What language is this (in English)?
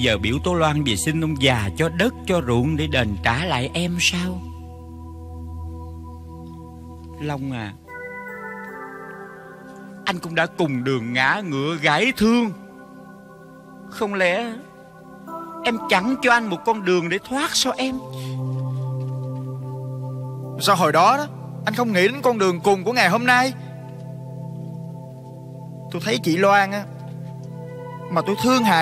Vietnamese